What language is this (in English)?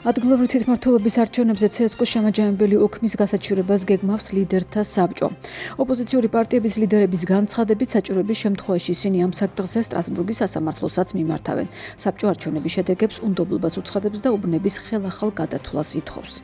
Georgian